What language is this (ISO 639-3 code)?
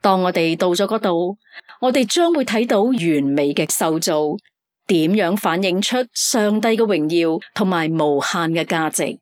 yue